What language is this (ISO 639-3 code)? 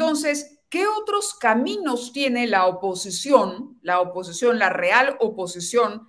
spa